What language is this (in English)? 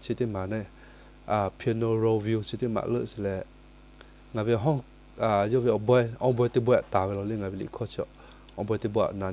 Lahu